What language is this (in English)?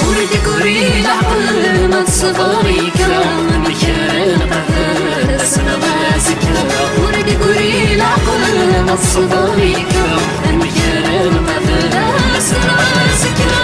Kabyle